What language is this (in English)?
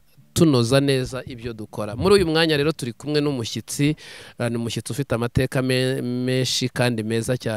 Kinyarwanda